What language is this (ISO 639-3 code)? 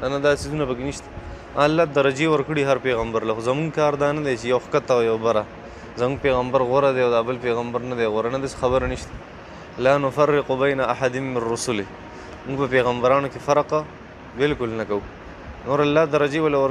pus